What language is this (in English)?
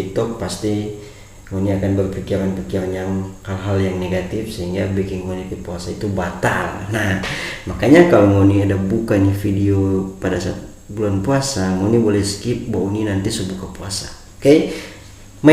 Manado Malay